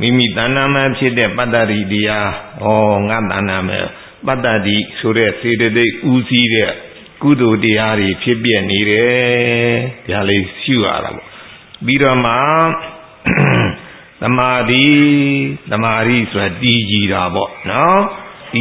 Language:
Burmese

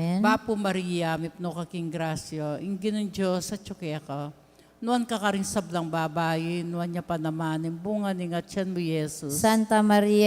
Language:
Pampanga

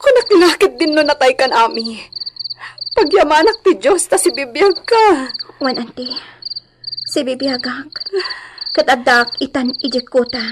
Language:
Iloko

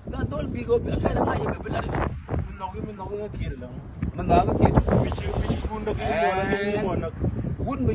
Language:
Nuer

